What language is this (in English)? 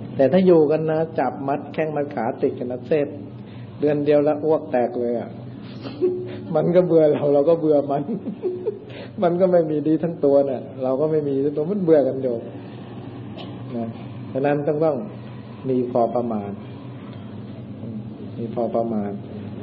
Thai